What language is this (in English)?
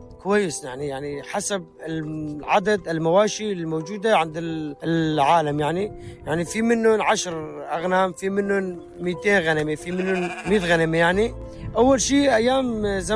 North Levantine Arabic